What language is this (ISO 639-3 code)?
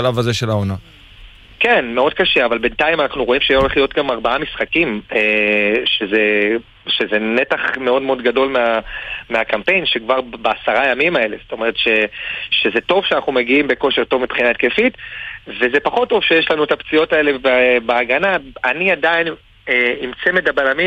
heb